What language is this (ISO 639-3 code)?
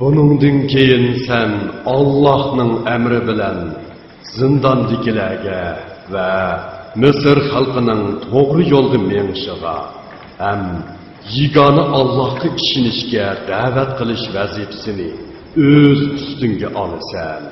uig